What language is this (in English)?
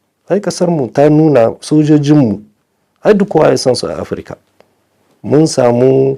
Hausa